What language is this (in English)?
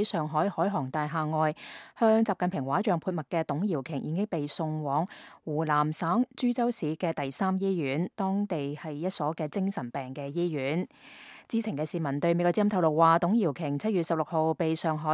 Cantonese